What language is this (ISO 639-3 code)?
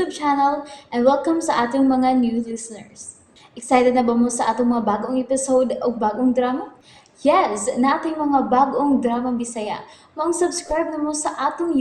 ceb